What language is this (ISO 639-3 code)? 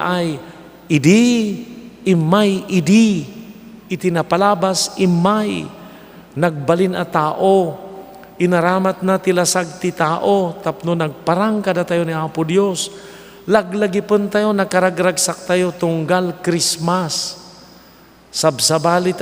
ilo